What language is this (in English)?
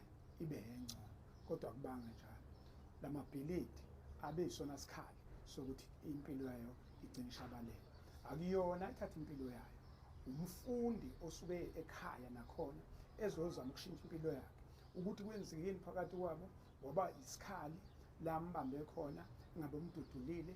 Zulu